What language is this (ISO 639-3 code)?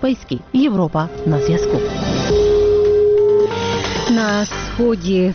ukr